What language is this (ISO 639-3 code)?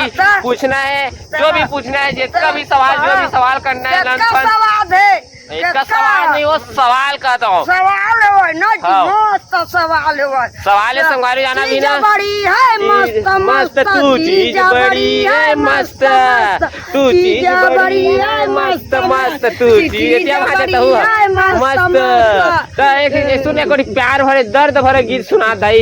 hne